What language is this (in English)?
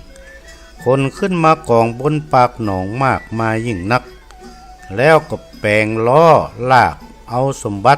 Northern Thai